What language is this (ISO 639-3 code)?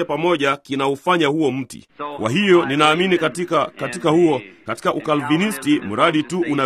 swa